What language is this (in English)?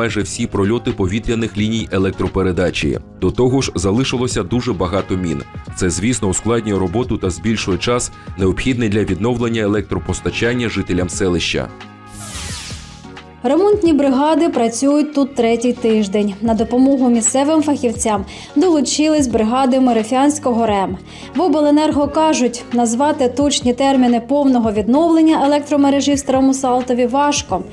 Ukrainian